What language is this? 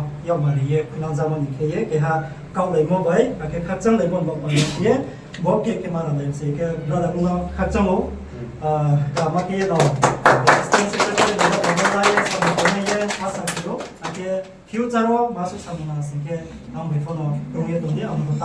Riang (India)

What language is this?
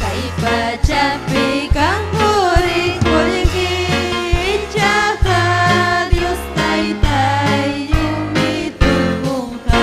Ayacucho Quechua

